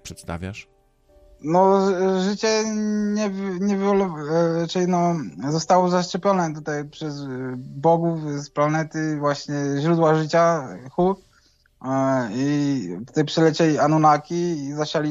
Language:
Polish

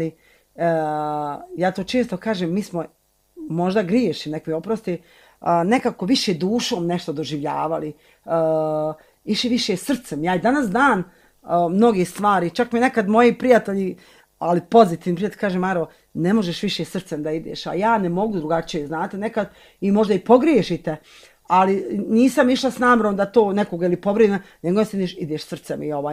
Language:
Serbian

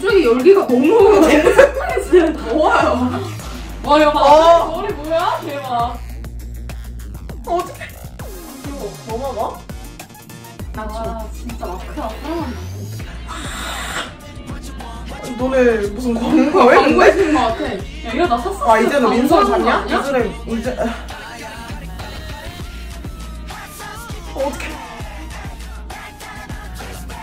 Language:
Korean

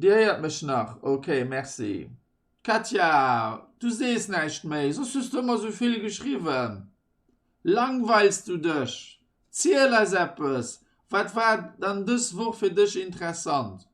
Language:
Luxembourgish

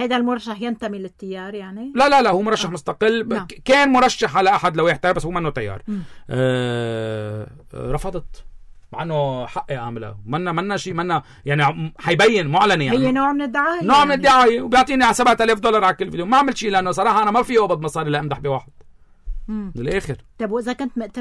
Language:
North Levantine Arabic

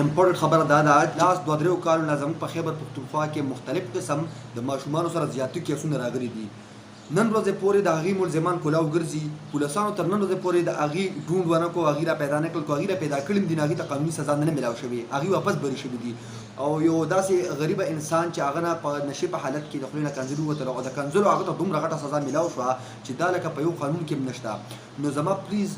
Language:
Pashto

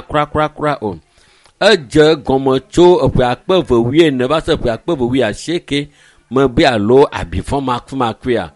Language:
Ewe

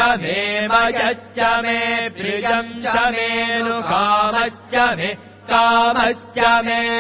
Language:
Sanskrit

